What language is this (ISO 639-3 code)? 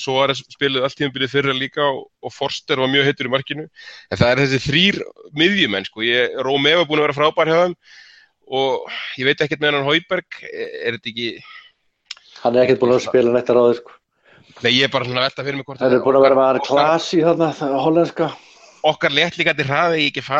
isl